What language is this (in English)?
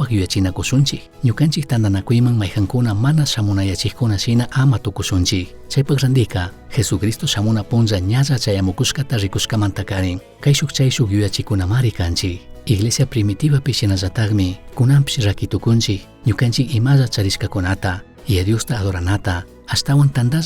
Chimborazo Highland Quichua